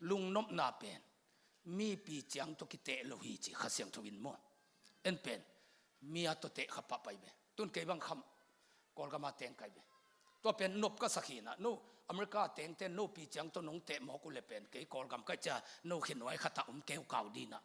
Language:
Tedim Chin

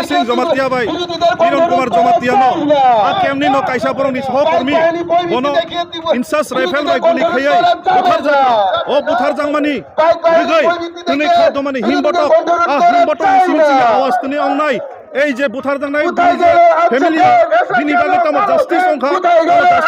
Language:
Kok Borok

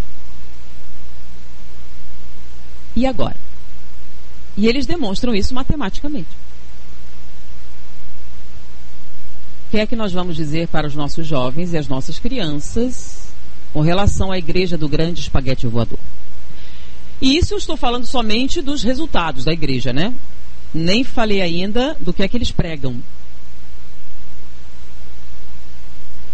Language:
Portuguese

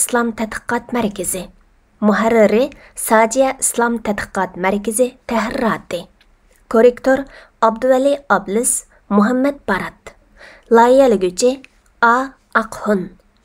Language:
Uyghur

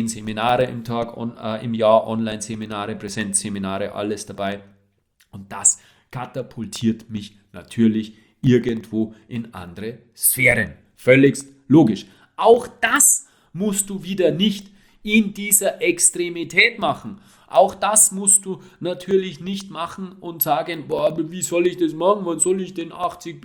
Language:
German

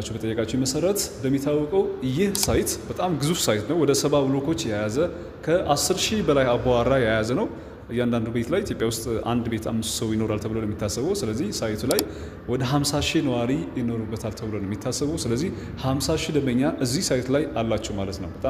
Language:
Amharic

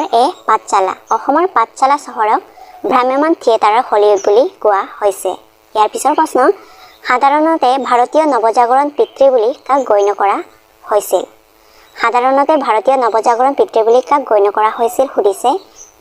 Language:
Assamese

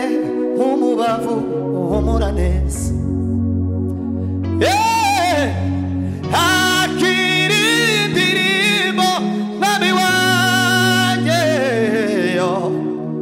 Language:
Kinyarwanda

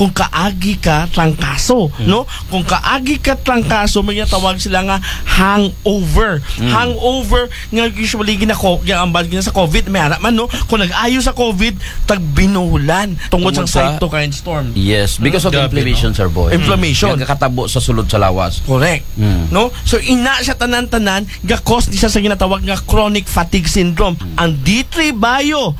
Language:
Aklanon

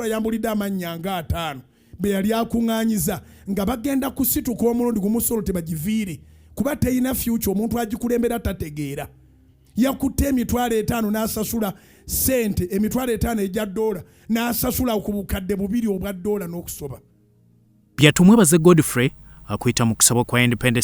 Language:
Ganda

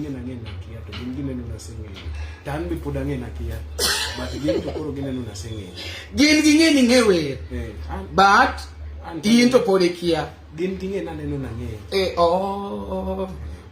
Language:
Luo (Kenya and Tanzania)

